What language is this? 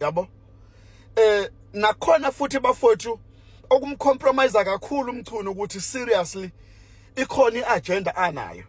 Zulu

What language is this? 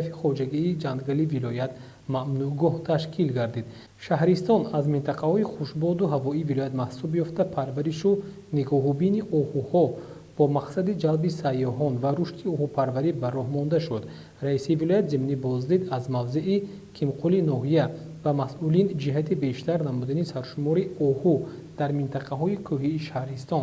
Tajik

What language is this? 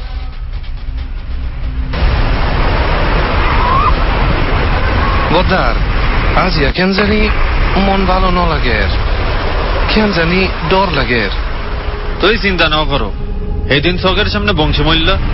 Bangla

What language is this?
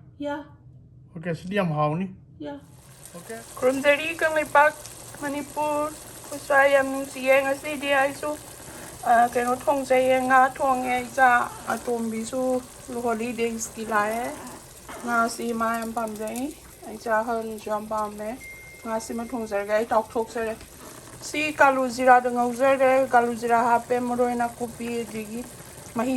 Manipuri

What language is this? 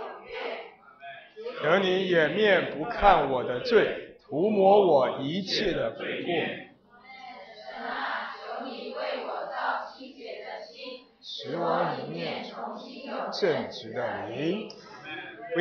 Chinese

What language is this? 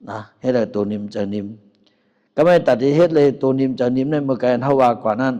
Shan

